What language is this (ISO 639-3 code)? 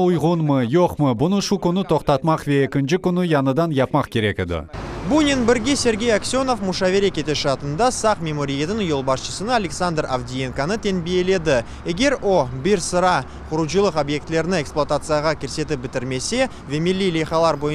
crh